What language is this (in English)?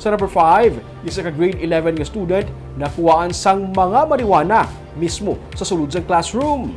Hiligaynon